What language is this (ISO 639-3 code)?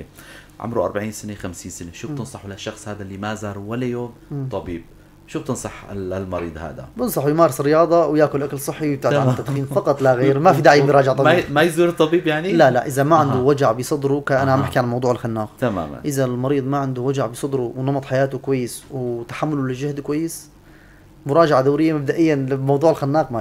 apc